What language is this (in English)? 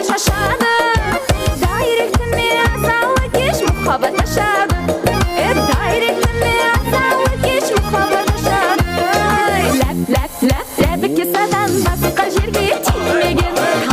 Kara-Kalpak